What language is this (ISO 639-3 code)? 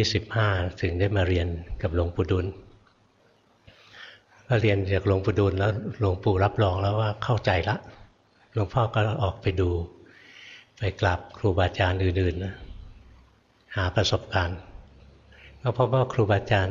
tha